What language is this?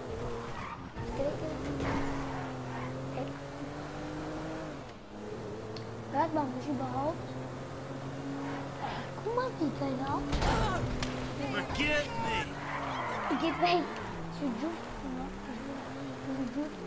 German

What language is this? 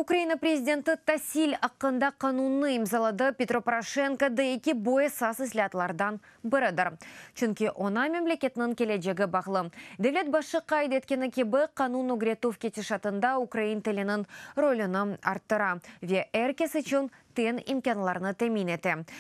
Crimean Tatar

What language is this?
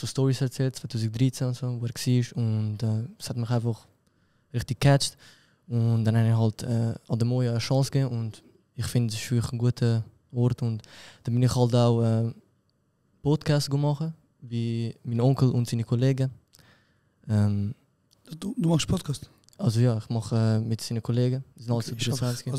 Swiss German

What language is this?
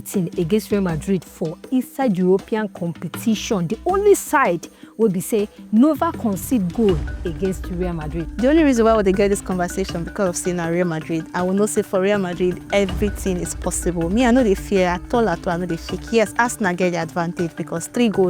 Nigerian Pidgin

